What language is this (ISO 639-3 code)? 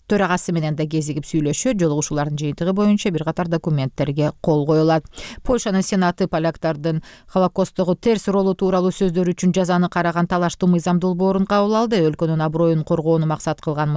kir